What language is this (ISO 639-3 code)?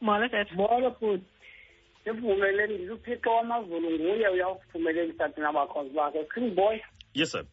xho